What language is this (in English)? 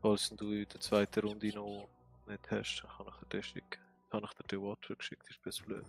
Swiss German